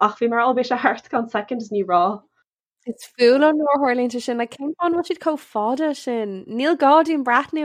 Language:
Irish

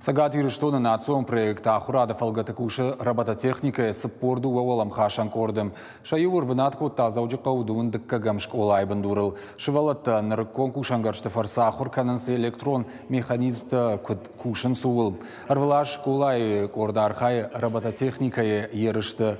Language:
Ossetic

